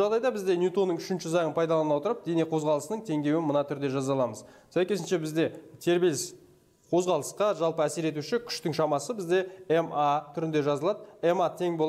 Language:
Kazakh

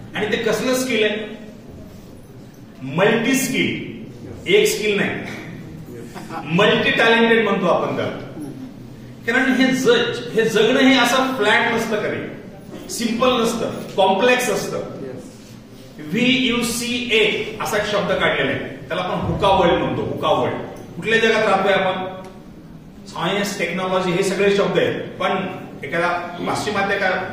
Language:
Marathi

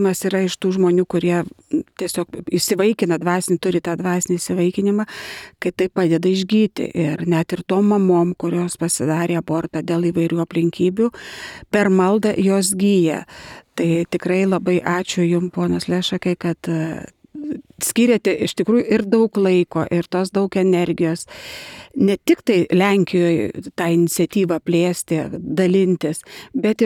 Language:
Lithuanian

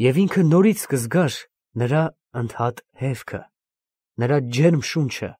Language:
Armenian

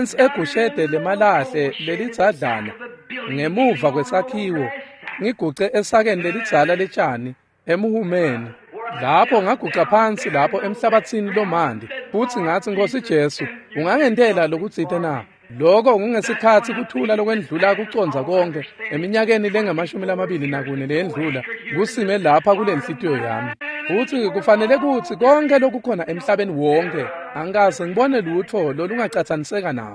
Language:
Swati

